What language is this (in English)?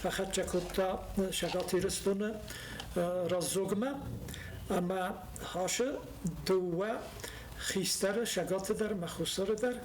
Ossetic